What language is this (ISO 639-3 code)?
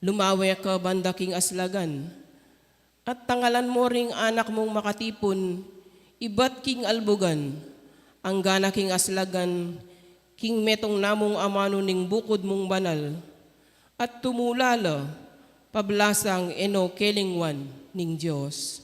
pam